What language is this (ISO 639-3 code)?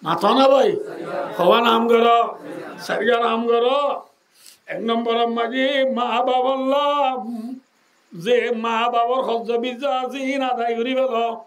rhg